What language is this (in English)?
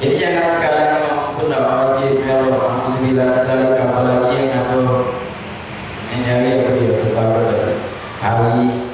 Musi